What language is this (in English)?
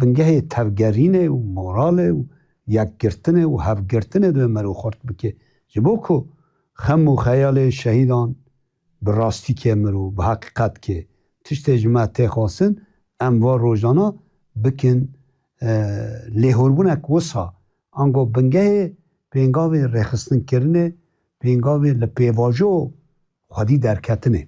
Kurdish